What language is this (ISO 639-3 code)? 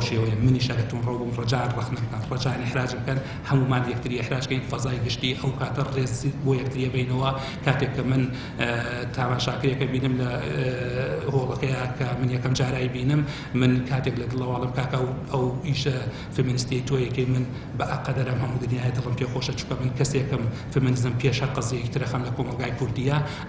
ckb